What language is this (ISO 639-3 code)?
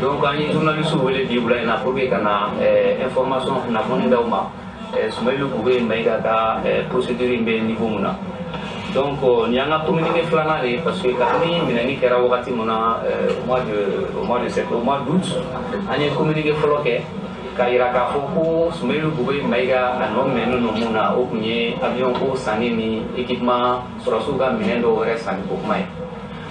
bam